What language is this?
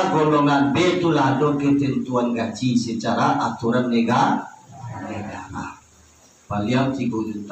Minangkabau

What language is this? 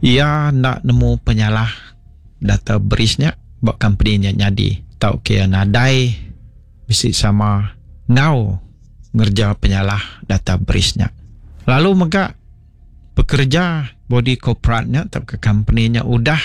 Iban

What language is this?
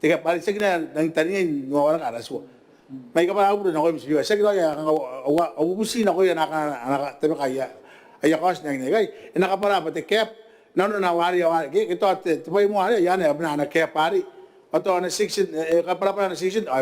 Gilbertese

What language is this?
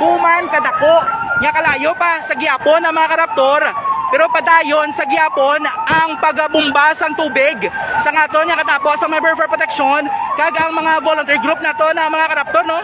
Hiligaynon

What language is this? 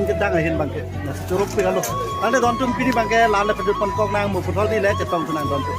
Karbi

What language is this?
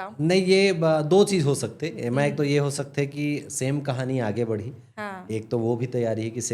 Chhattisgarhi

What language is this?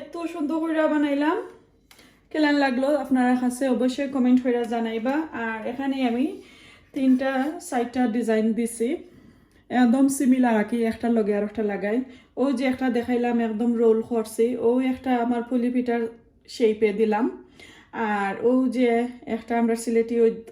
Sylheti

